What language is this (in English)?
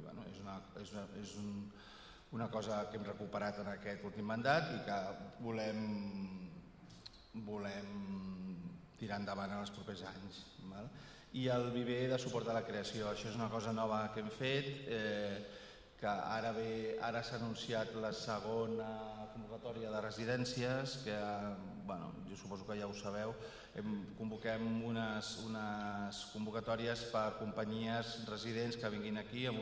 Catalan